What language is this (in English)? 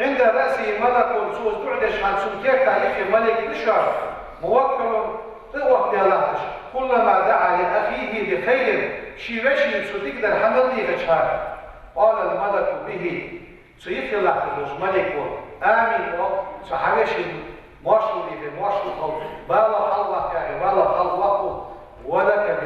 Ingush